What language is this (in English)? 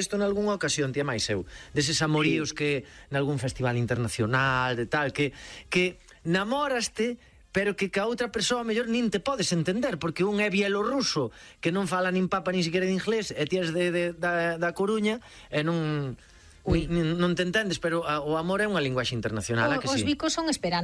Galician